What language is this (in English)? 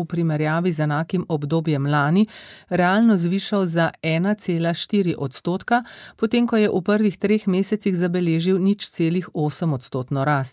Slovenian